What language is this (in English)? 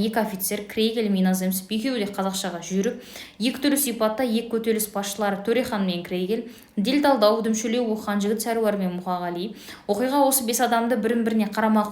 Kazakh